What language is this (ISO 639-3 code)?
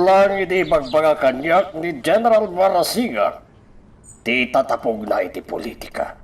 ilo